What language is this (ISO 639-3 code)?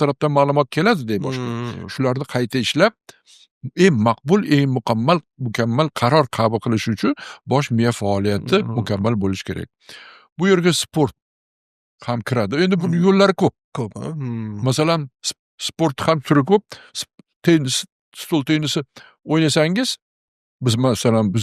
uzb